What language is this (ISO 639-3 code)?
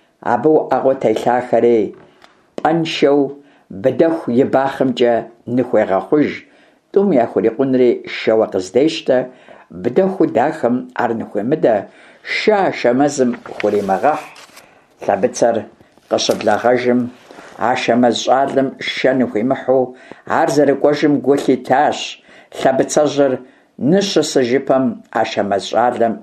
kbd